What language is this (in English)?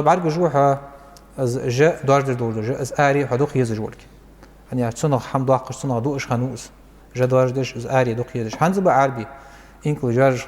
Ingush